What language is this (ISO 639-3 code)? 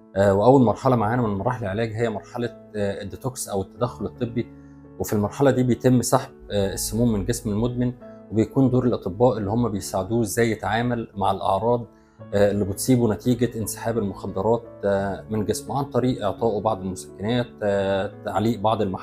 arz